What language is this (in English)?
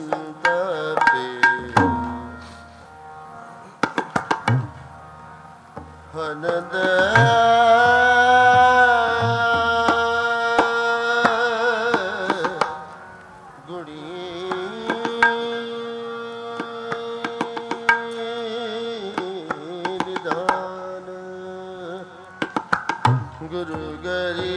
Punjabi